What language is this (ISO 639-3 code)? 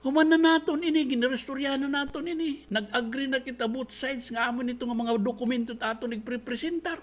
war